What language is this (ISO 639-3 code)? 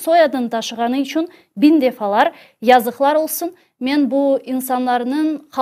crh